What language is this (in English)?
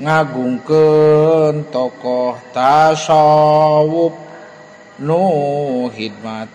Sundanese